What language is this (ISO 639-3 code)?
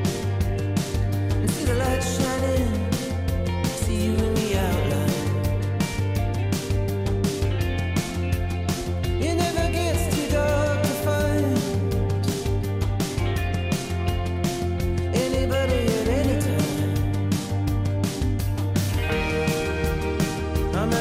eus